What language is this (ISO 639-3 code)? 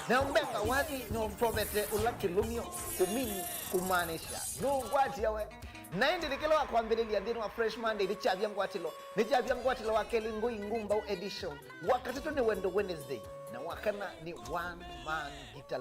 kam